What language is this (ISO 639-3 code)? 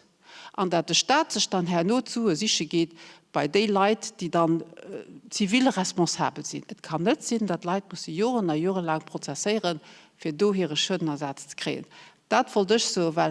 ltz